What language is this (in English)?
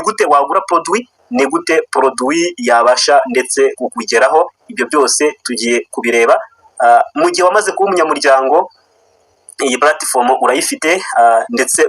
Kinyarwanda